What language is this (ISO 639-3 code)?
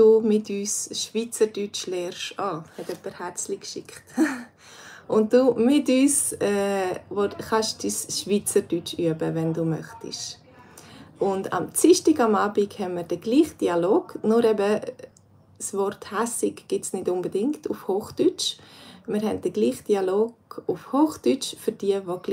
gsw